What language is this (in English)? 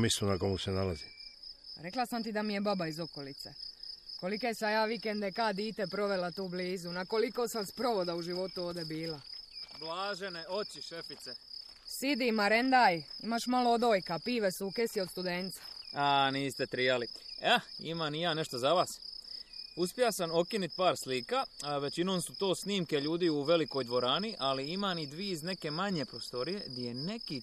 Croatian